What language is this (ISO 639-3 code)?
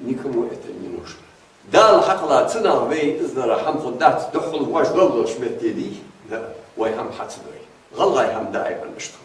inh